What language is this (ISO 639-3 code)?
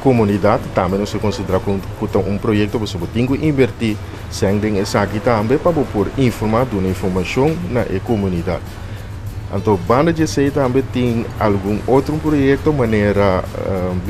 pap